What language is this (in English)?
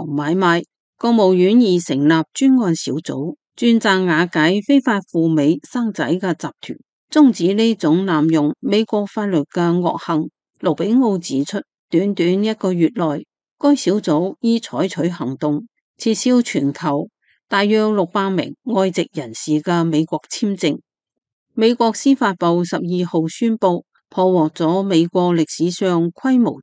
Cantonese